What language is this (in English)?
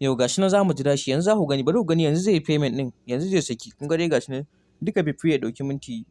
Hausa